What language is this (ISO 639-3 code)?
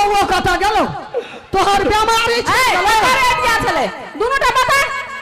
mai